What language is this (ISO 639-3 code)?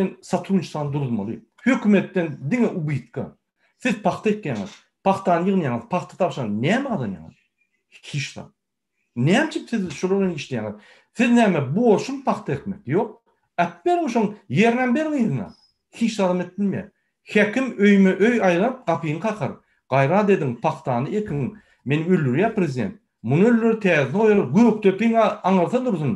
tuk